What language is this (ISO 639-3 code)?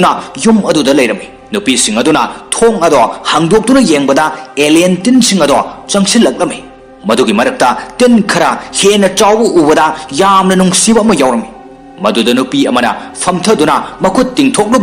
mni